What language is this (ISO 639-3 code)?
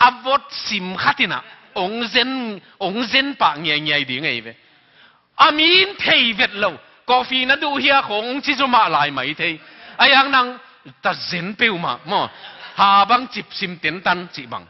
ctd